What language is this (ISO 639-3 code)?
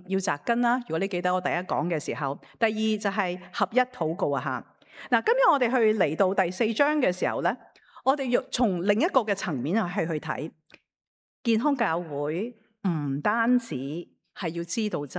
yue